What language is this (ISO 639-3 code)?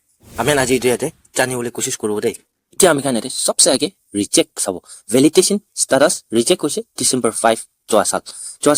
nag